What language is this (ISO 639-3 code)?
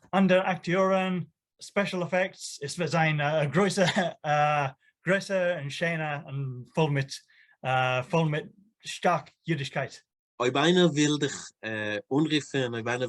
yid